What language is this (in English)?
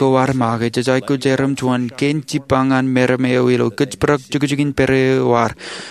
Marshallese